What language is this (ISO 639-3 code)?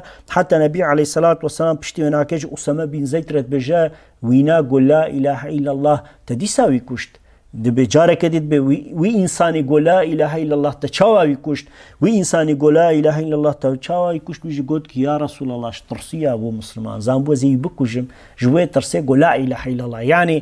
kur